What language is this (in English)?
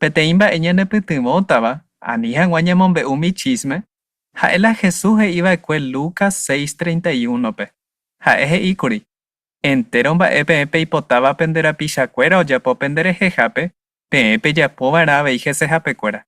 Guarani